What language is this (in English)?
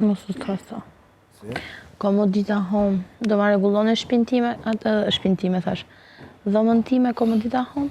Albanian